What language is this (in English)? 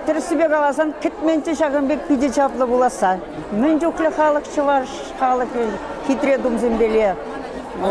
Chuvash